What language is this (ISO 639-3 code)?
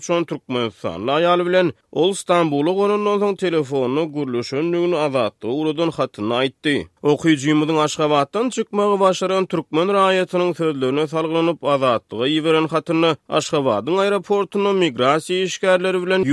tuk